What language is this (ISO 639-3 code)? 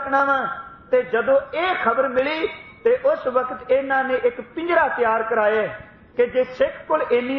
pan